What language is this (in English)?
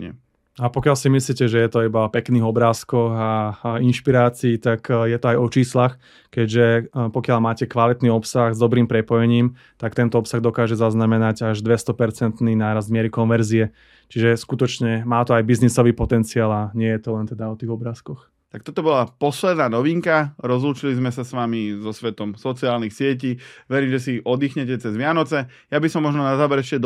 Slovak